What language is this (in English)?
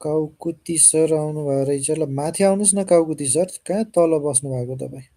Nepali